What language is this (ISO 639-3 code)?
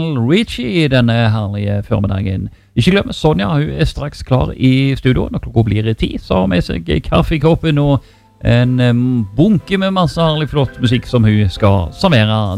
nor